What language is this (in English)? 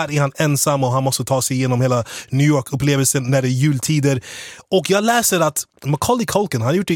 Swedish